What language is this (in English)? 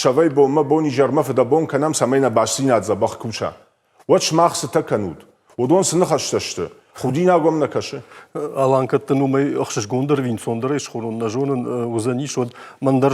Ossetic